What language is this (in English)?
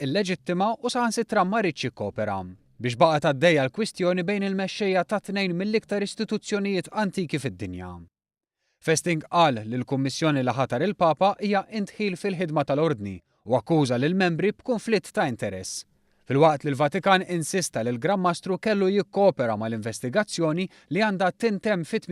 Maltese